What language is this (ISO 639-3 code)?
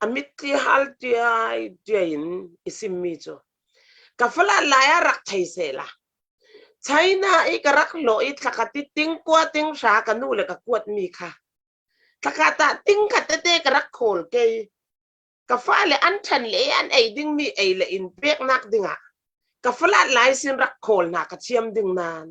cfm